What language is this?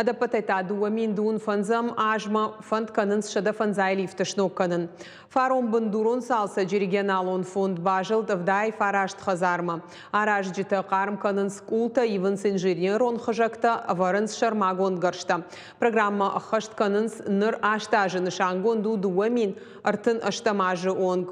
Ossetic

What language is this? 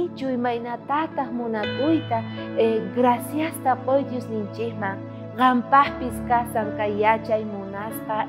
South Bolivian Quechua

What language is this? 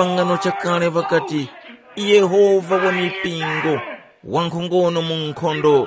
Tumbuka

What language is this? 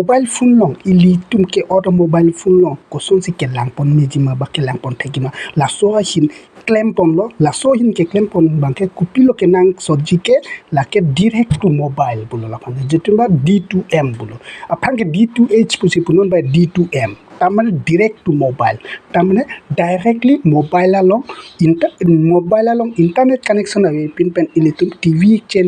Karbi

